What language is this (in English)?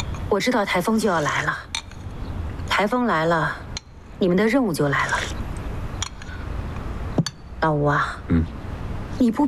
Chinese